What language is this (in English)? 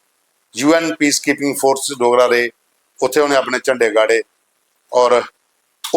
Dogri